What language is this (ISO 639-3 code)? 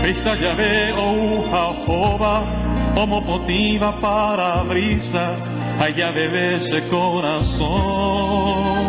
grn